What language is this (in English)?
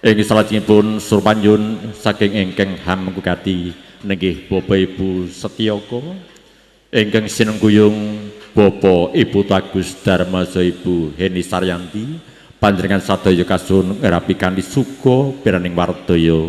Javanese